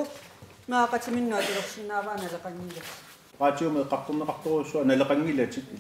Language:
Kalaallisut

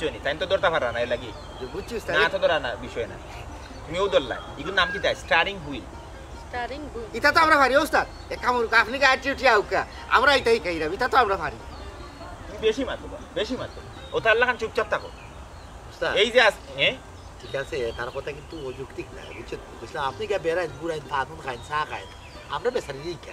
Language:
Sylheti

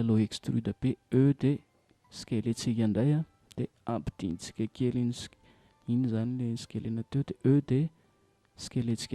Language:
Malagasy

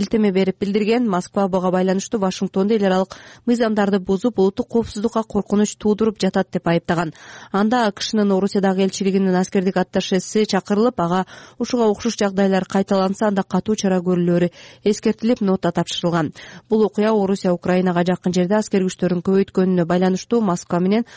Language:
Kyrgyz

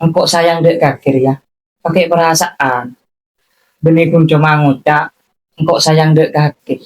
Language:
Madurese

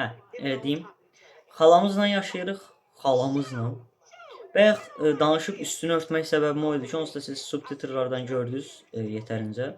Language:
Azerbaijani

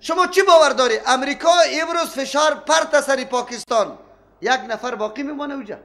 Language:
Persian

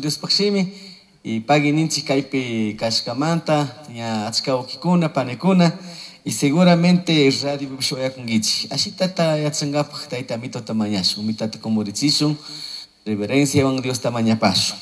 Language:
Chimborazo Highland Quichua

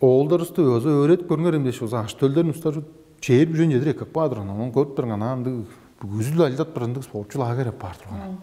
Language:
Tuvinian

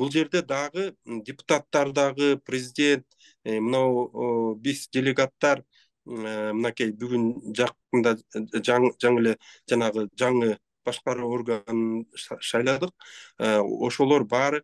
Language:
Kyrgyz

